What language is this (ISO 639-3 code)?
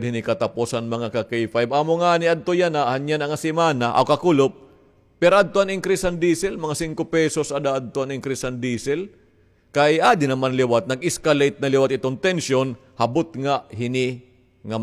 war